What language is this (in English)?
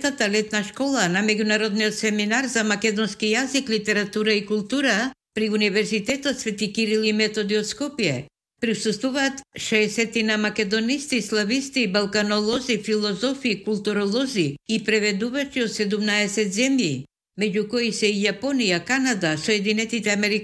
Macedonian